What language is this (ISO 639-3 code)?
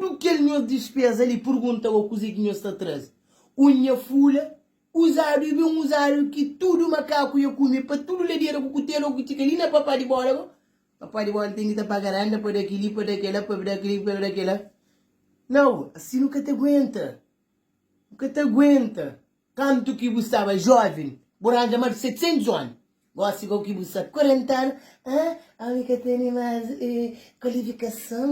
kea